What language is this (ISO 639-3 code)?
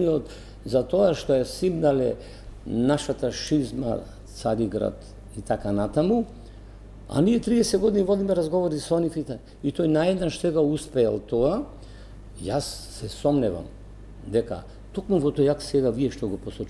mkd